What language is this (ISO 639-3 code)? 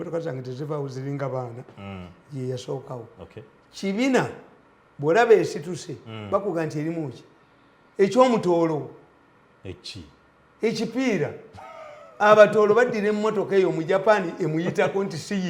lug